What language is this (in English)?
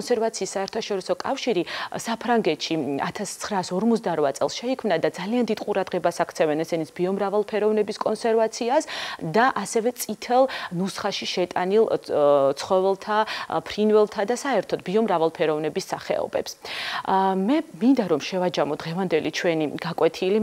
Georgian